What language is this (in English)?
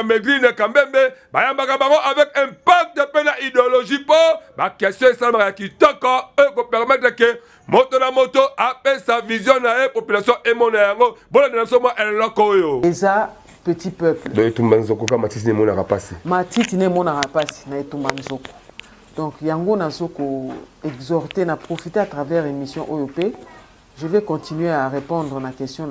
Lingala